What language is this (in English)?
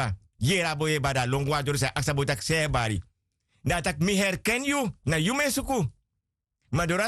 Sranan Tongo